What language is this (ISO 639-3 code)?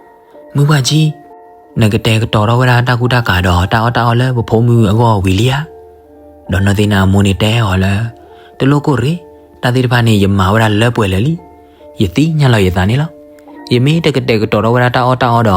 ksw